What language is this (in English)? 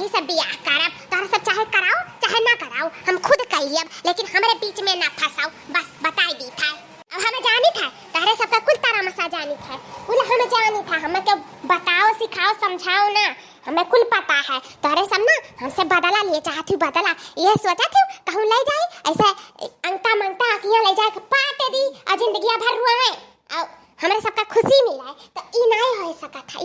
Awadhi